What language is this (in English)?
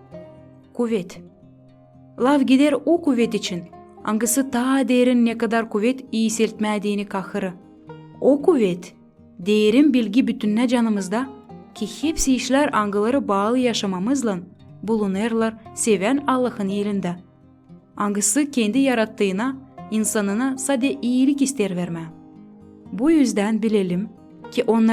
Gagauz